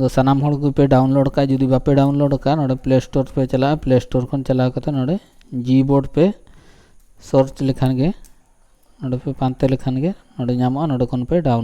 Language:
Santali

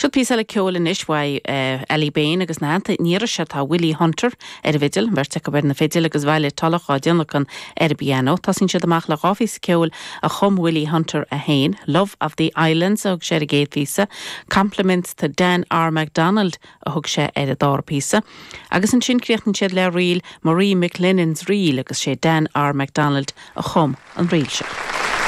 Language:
Irish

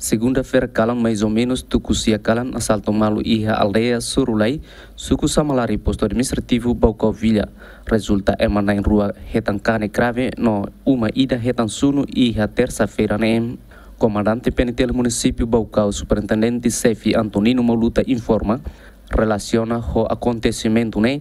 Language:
Tetum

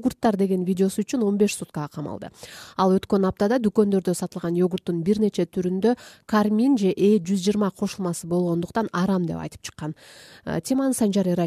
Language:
Kyrgyz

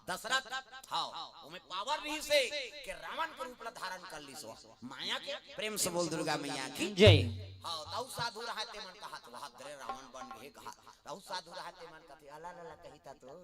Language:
Chhattisgarhi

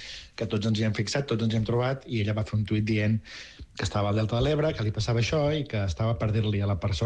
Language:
Catalan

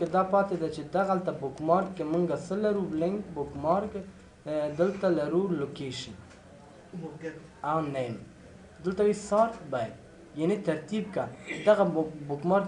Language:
Pashto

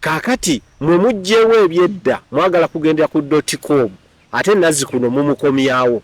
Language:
Ganda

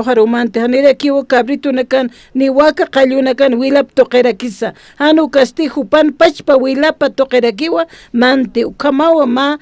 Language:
Aymara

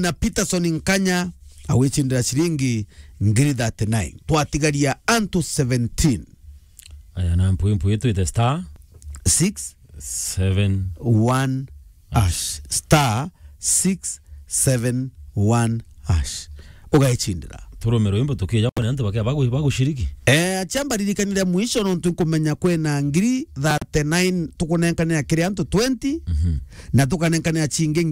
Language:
Meru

